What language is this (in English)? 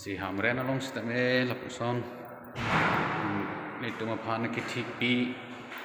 Karbi